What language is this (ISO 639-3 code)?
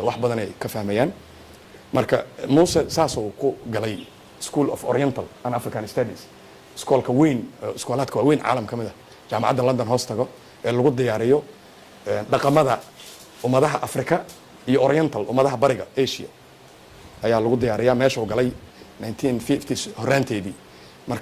som